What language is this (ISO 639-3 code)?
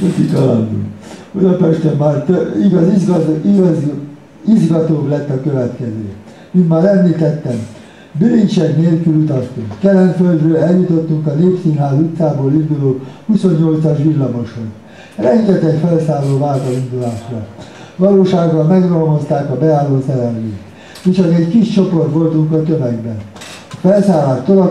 hun